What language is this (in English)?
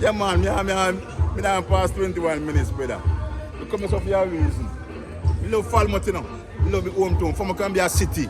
Jamaican Creole English